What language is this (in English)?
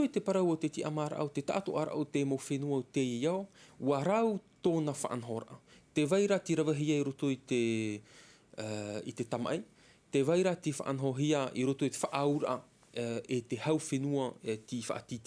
Tahitian